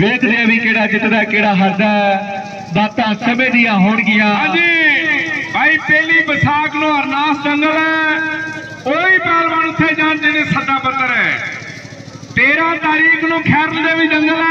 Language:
Punjabi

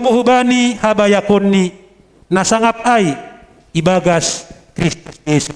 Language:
Batak Simalungun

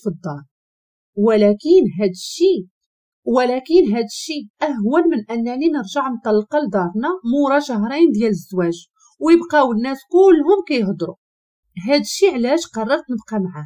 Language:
Moroccan Arabic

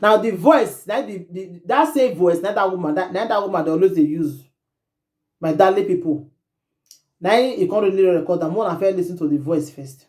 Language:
Nigerian Pidgin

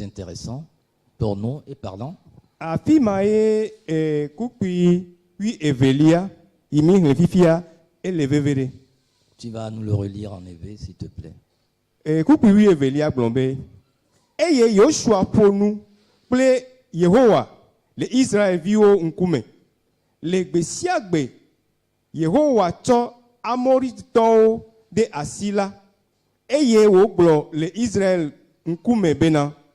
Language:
Ewe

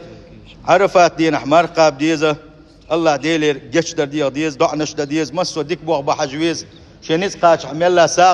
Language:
Chechen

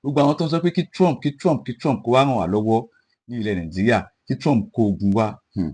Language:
Yoruba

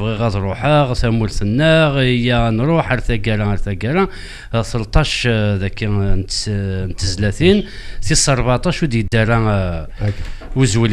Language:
Kabyle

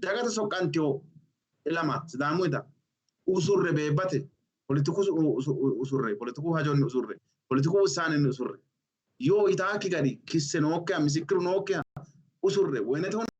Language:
Sidamo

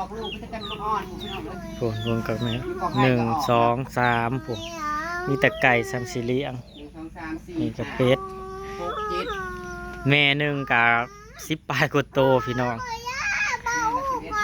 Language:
Northeastern Thai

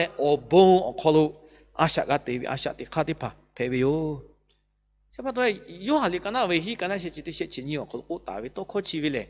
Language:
Lahu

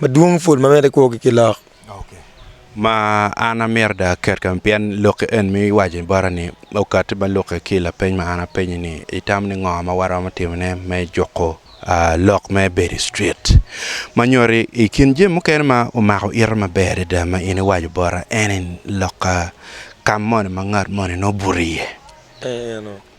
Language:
Acoli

